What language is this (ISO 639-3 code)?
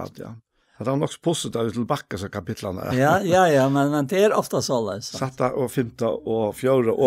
fao